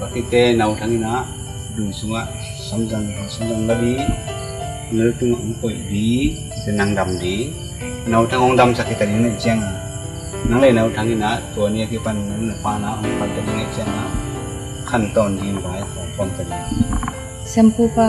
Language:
Tedim Chin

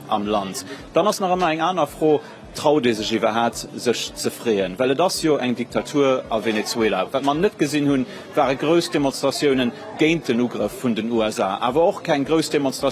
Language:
Luxembourgish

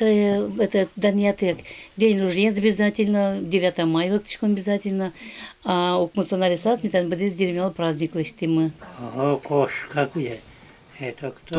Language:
Udmurt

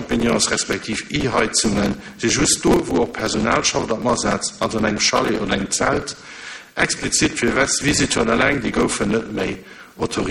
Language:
Luxembourgish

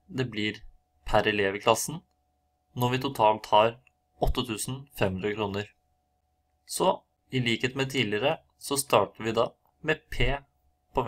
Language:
Norwegian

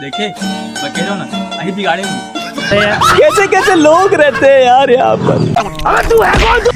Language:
Chhattisgarhi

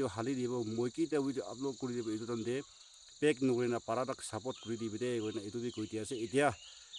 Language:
Naga Pidgin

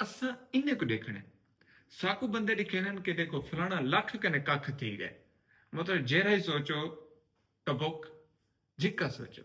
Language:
Saraiki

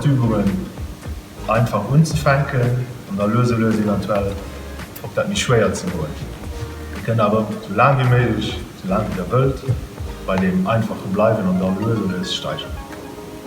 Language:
Luxembourgish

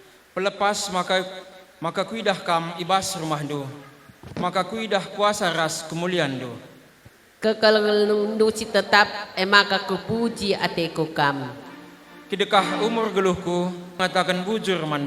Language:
Batak Karo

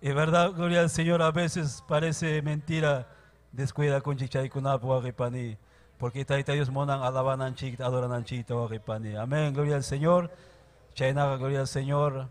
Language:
Ayacucho Quechua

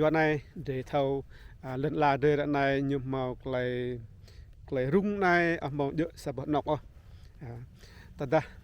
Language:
Rade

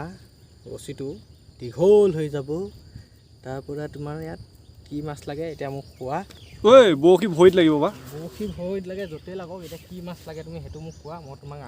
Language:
Assamese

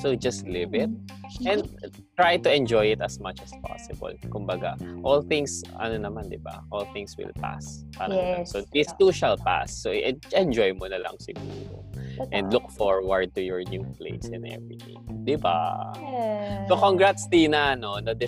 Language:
Filipino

